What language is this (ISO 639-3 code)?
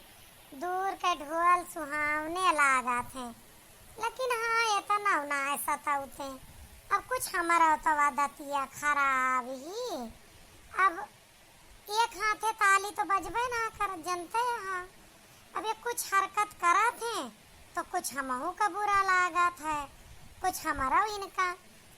awa